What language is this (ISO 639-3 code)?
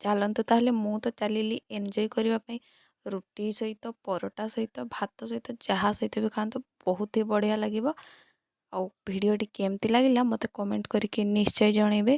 ori